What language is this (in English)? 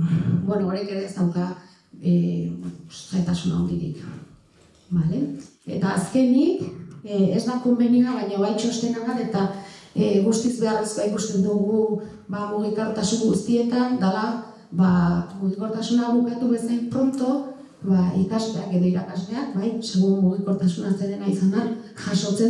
Basque